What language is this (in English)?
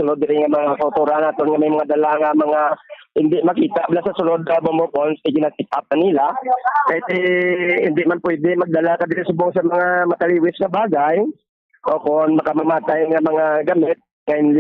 Hiligaynon